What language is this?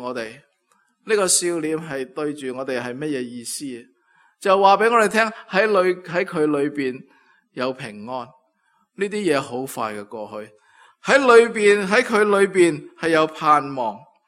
Cantonese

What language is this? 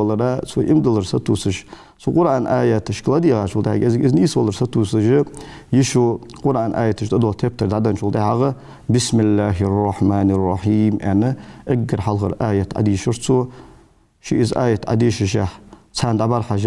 Ingush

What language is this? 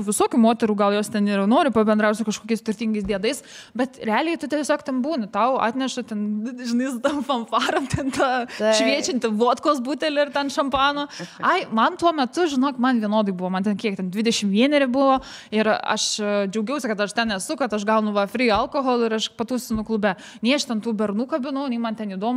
Lithuanian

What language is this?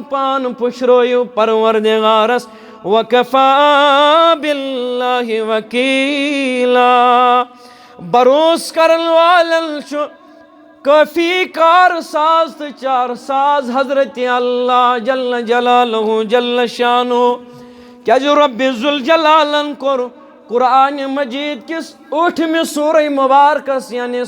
Kashmiri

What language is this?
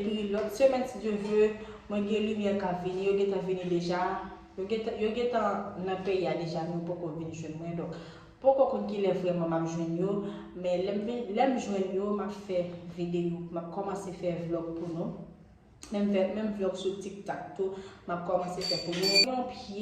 Haitian Creole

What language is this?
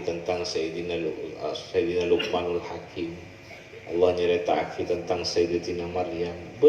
Madurese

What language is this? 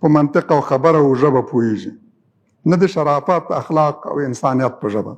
Pashto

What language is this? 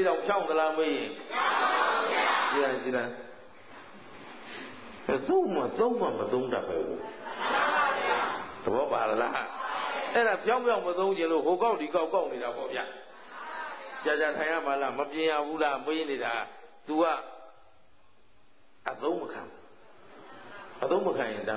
Burmese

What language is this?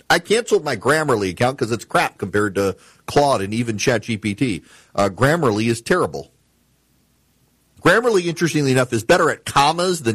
English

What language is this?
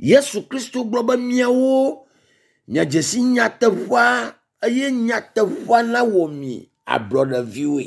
Ewe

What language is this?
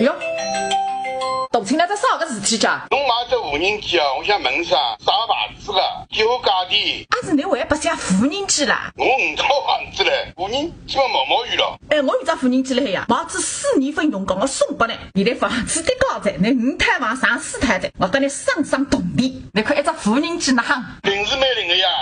Wu Chinese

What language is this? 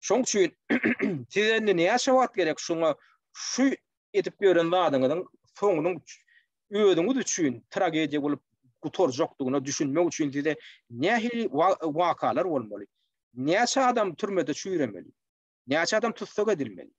Turkmen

